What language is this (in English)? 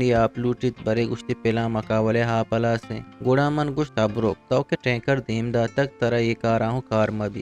Eastern Balochi